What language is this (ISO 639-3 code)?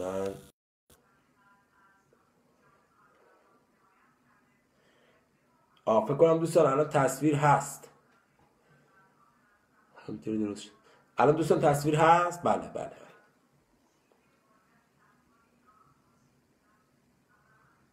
fas